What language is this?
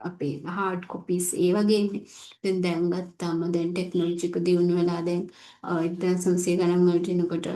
Sinhala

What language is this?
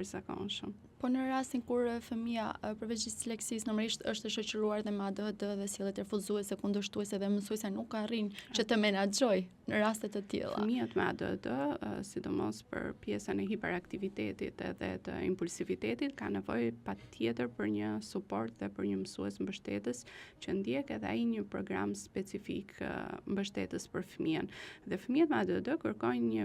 Albanian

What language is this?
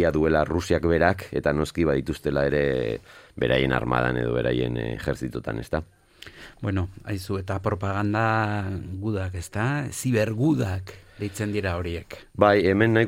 Basque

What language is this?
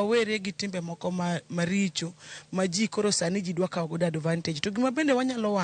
Luo (Kenya and Tanzania)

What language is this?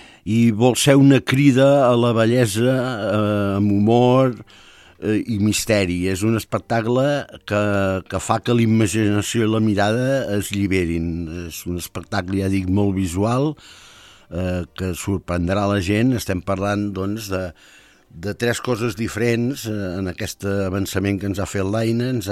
Catalan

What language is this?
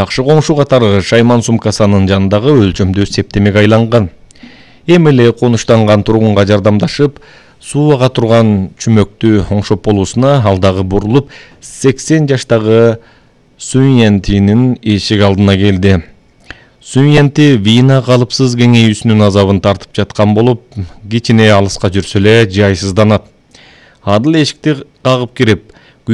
Kyrgyz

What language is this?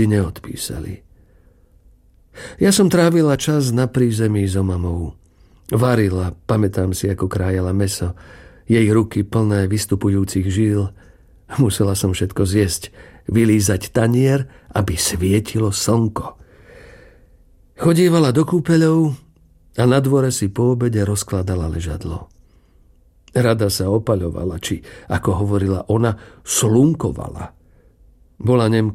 Slovak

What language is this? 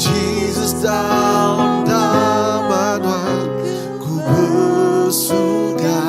Iban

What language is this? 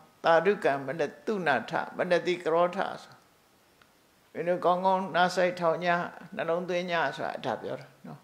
Burmese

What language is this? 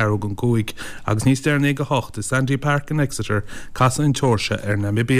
Irish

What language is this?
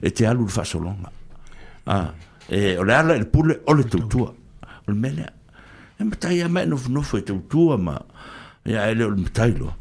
Samoan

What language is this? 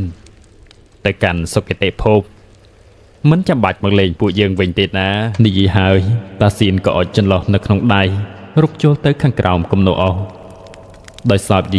Khmer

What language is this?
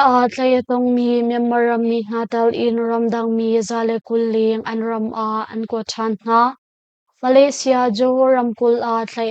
Hakha Chin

